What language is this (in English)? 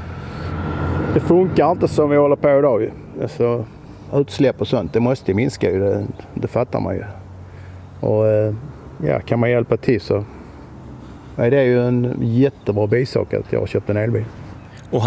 Swedish